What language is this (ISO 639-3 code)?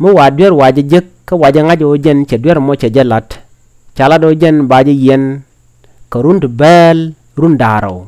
nus